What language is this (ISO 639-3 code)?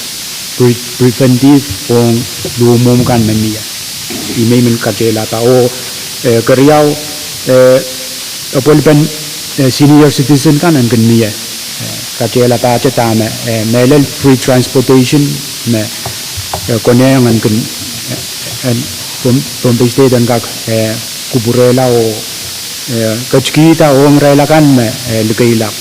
pon